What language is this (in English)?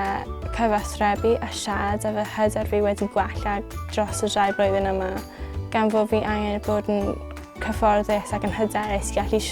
Welsh